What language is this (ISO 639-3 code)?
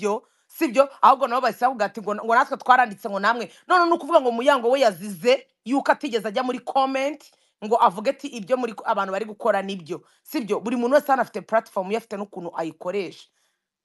kin